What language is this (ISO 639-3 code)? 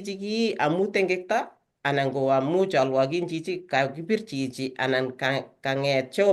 kln